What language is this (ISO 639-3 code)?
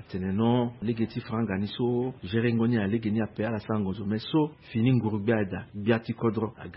sag